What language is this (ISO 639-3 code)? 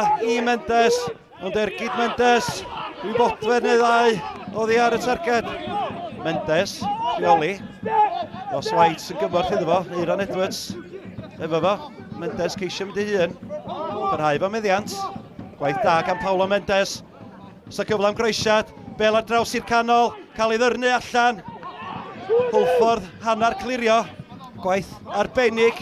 cym